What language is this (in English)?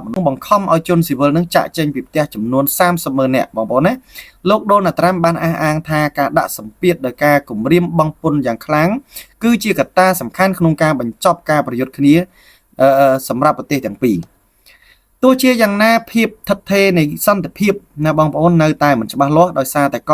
Khmer